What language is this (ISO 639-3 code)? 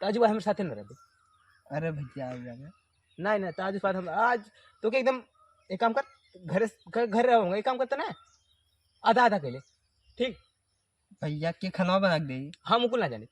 awa